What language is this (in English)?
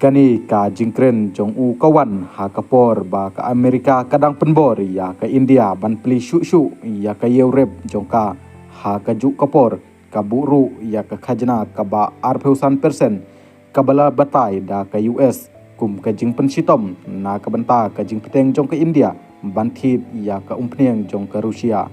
Khasi